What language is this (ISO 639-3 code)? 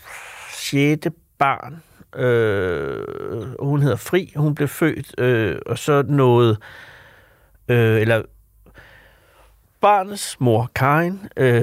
dan